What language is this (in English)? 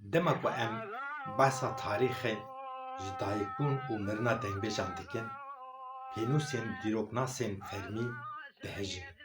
Kurdish